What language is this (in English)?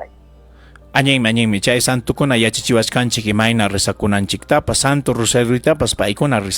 Ayacucho Quechua